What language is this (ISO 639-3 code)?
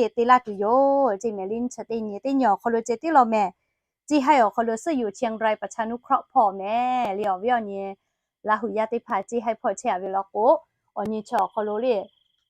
lhu